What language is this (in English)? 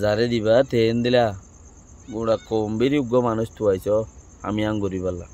Rohingya